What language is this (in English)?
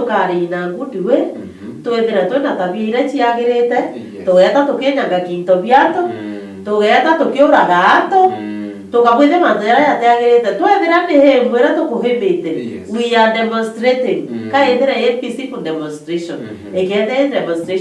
Meru